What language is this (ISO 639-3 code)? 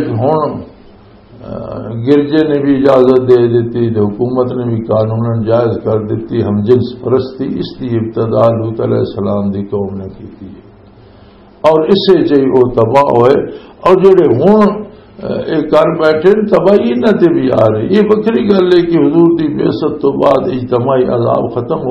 lah